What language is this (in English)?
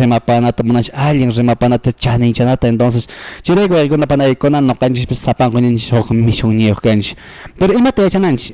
Quechua